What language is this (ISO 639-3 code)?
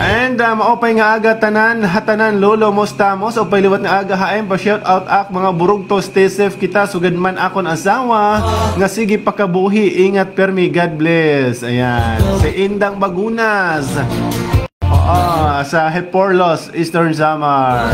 war